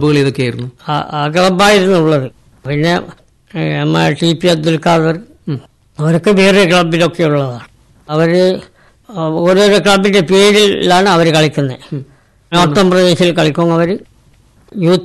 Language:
Malayalam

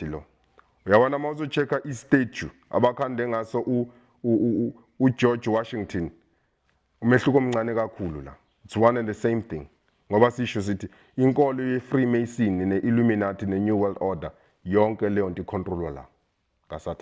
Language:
Zulu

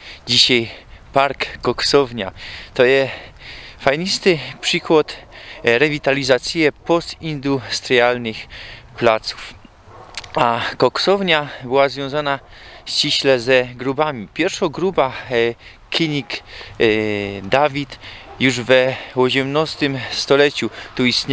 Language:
Silesian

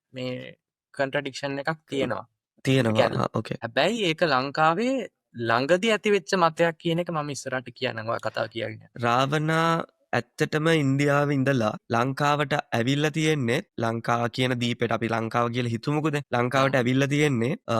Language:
Sinhala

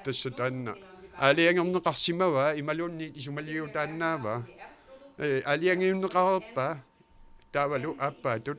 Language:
Kalaallisut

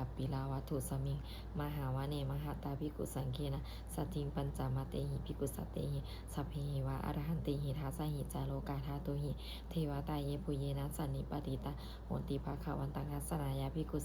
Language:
Pali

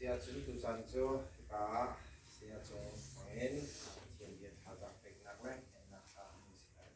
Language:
Hakha Chin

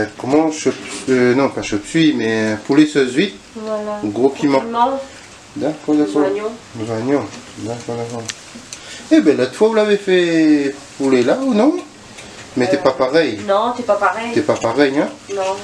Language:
Réunion Creole French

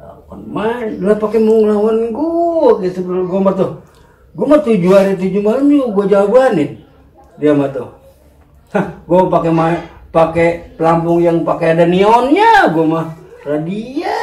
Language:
Betawi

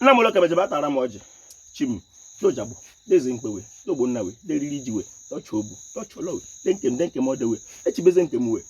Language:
Igbo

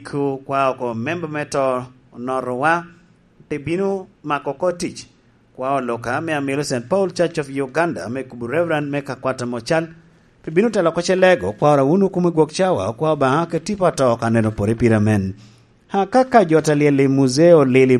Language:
Lango (Uganda)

